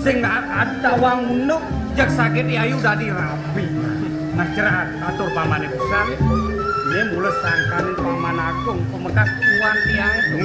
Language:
Balinese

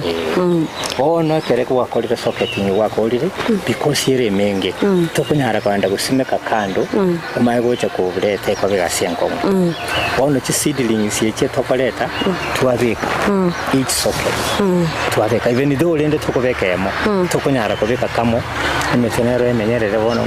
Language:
Gusii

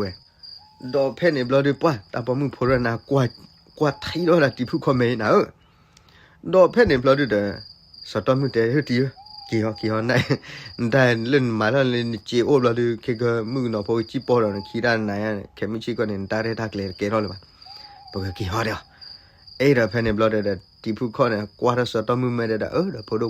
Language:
S'gaw Karen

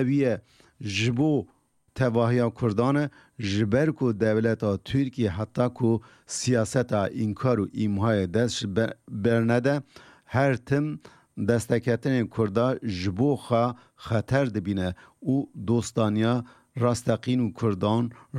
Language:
Kurdish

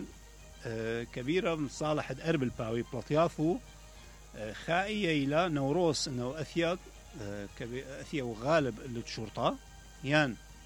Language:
Mesopotamian Arabic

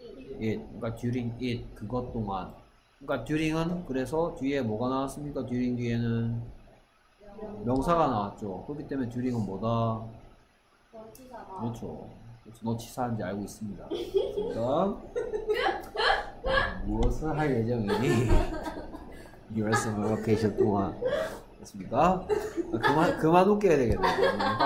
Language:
Korean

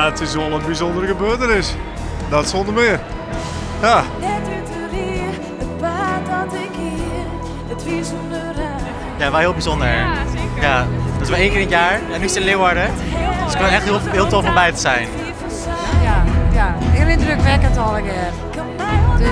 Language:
Western Frisian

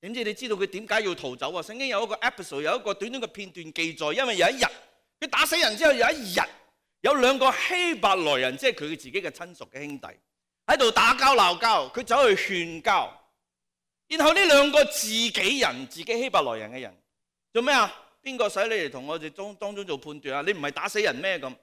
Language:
Cantonese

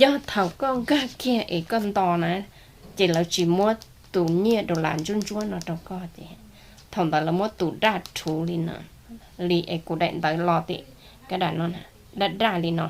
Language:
Hmong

